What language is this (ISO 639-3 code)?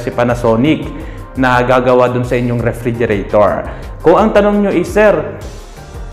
fil